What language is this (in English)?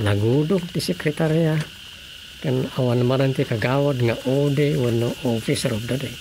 Iloko